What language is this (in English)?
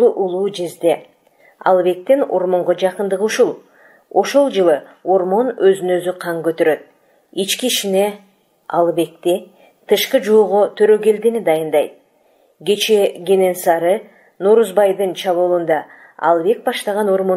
Kyrgyz